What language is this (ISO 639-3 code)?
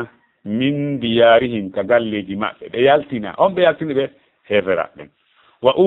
ful